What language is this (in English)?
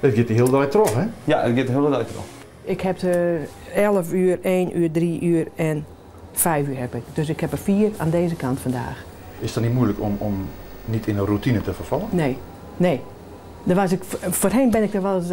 Western Frisian